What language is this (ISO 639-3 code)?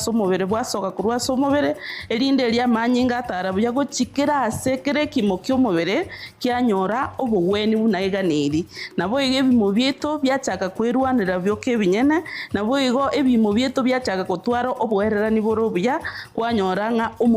guz